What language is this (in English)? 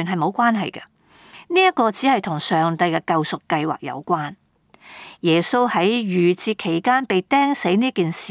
Cantonese